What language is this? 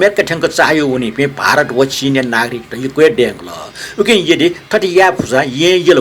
Newari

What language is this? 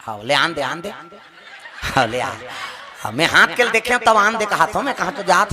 Chhattisgarhi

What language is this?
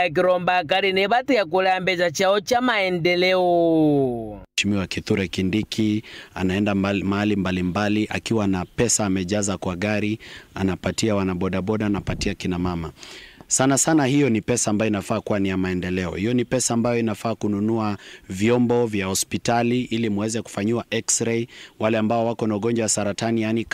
Meru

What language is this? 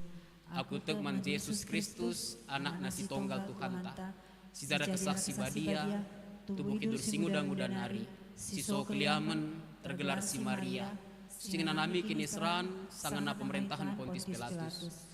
Batak Karo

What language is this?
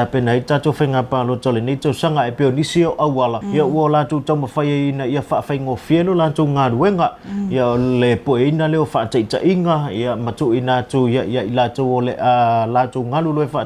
Samoan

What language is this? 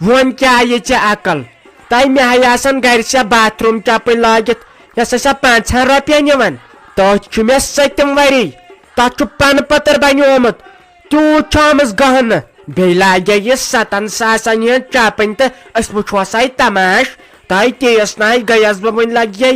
Kashmiri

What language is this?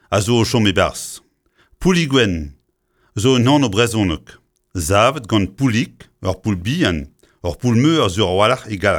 Breton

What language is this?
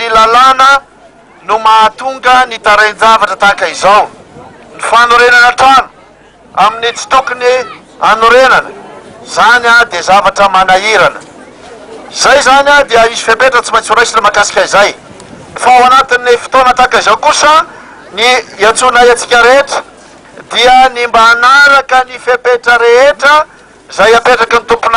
Malagasy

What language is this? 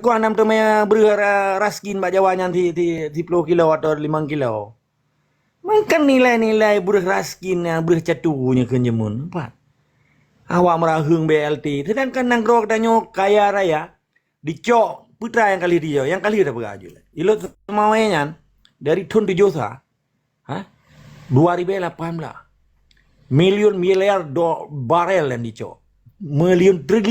Achinese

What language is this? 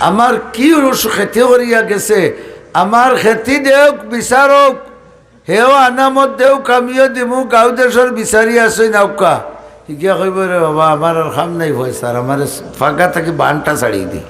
Sylheti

